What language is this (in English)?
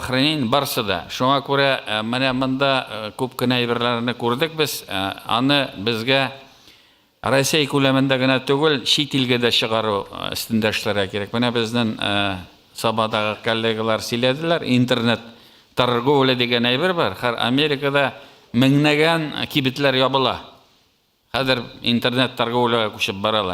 Tatar